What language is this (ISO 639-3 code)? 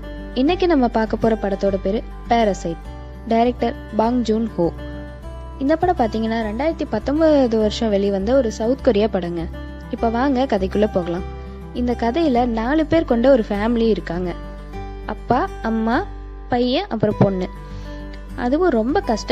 tam